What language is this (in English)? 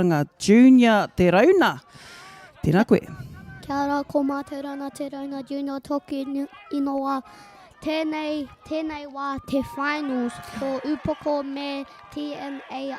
Māori